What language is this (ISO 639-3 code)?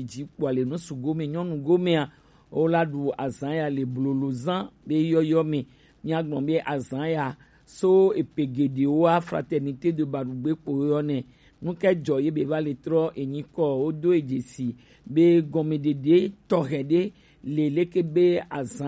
gej